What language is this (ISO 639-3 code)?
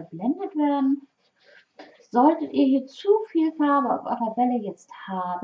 deu